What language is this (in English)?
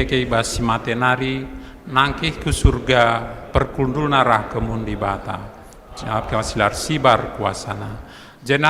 Batak Karo